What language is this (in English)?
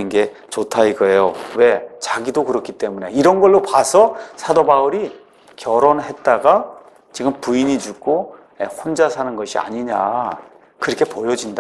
Korean